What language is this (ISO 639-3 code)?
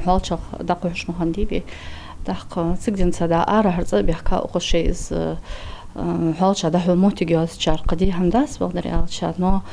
inh